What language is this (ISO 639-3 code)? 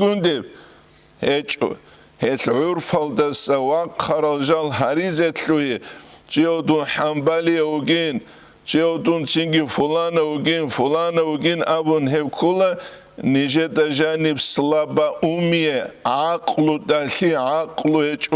ava